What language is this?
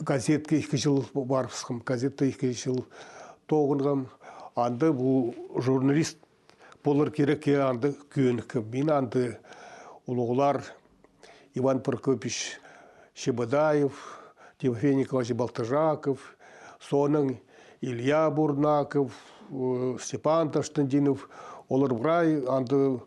Khakas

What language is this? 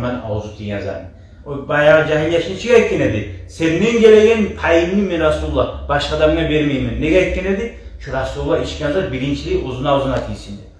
Kumyk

